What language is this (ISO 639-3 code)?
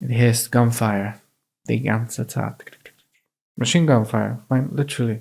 yid